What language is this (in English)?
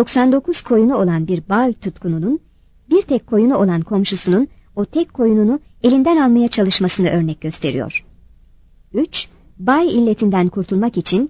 Turkish